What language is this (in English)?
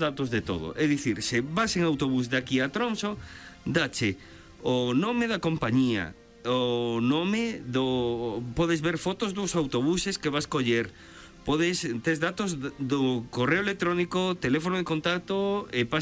Galician